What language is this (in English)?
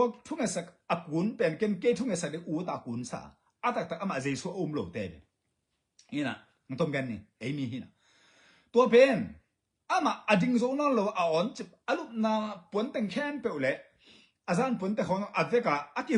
Tedim Chin